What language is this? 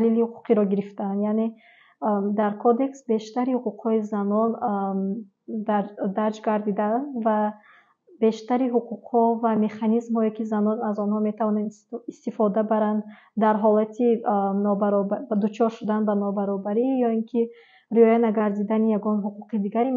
Tajik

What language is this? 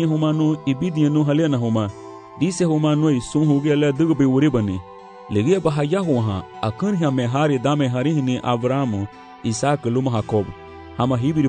Garifuna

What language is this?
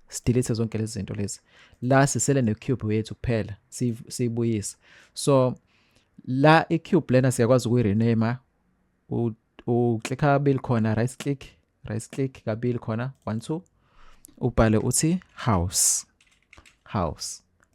Zulu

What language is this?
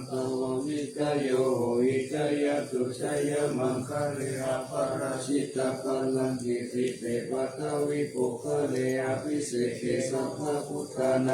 Pali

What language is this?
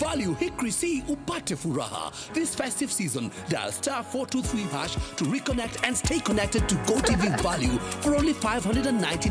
Meru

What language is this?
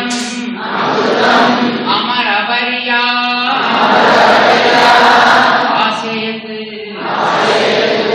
Telugu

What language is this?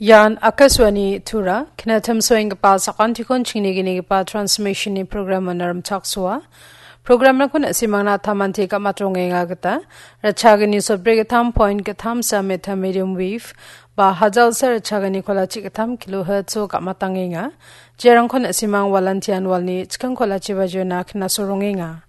Garo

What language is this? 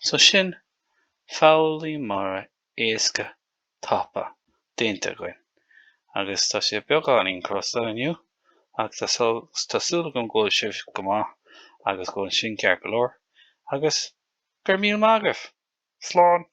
Irish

